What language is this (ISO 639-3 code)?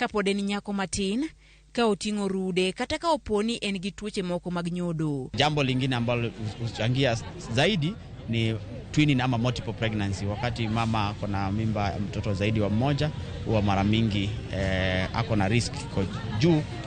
luo